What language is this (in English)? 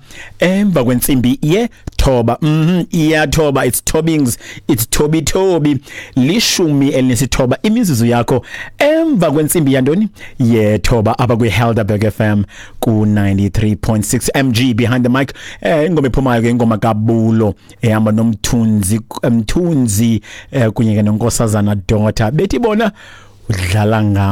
Xhosa